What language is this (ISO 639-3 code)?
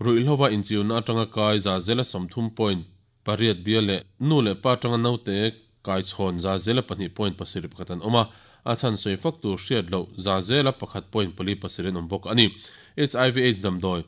lus